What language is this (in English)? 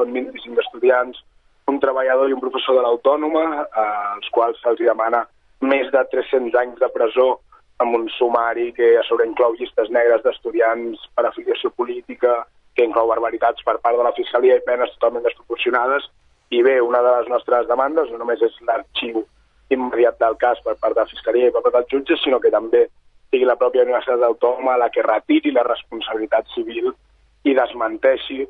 Catalan